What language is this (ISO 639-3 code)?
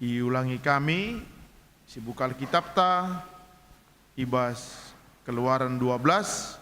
btx